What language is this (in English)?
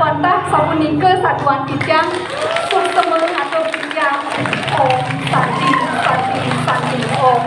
Balinese